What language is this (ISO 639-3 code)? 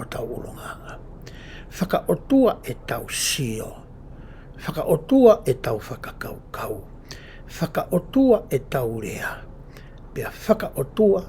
ton